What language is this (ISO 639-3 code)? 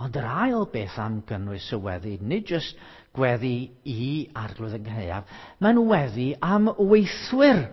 cym